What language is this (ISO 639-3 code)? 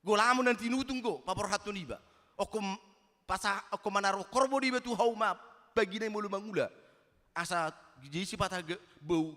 bbc